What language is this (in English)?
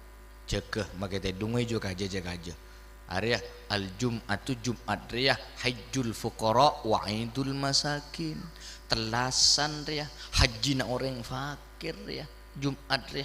Madurese